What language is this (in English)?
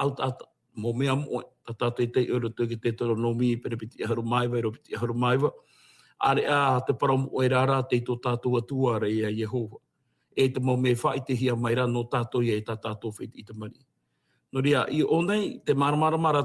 Tahitian